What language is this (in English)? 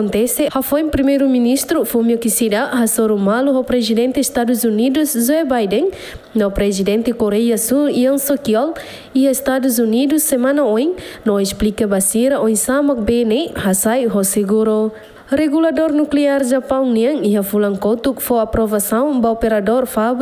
Tetum